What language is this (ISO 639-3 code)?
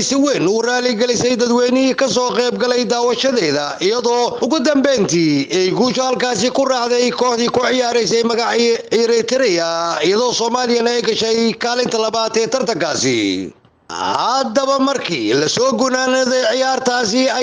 som